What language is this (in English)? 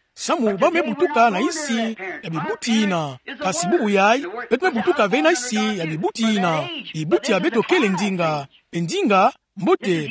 Kituba (Democratic Republic of Congo)